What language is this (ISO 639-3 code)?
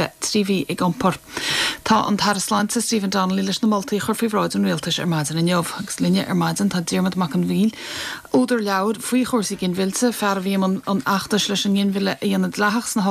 gle